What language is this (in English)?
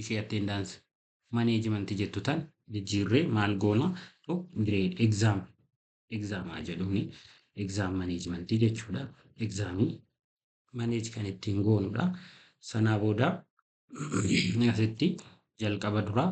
Oromo